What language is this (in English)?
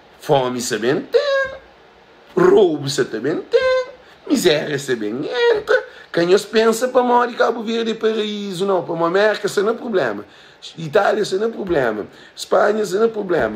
Kabuverdianu